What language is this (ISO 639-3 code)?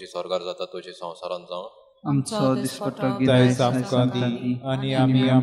kok